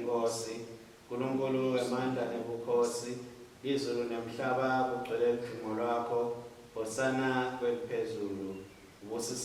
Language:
Swati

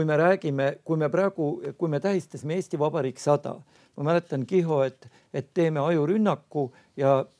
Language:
Estonian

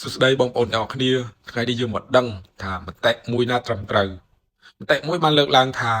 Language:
Khmer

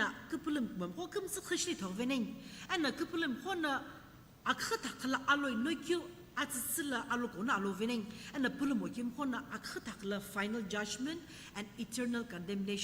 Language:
Sumi Naga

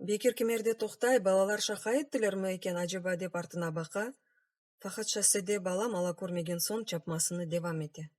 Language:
Crimean Tatar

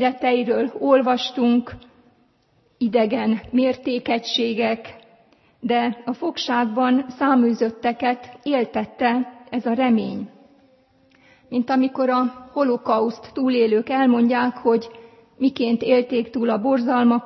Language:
Hungarian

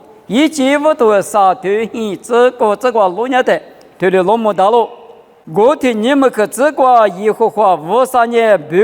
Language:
Lisu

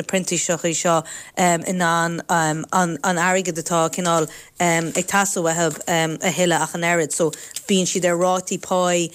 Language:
Irish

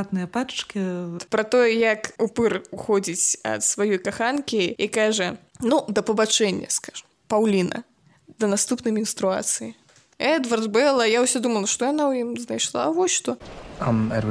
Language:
Belarusian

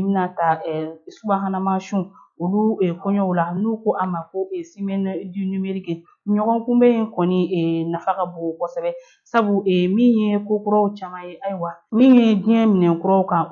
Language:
Bambara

